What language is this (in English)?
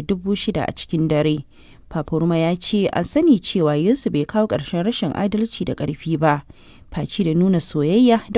Hausa